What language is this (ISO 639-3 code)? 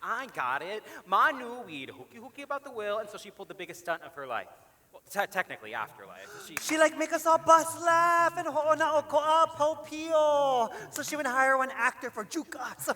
haw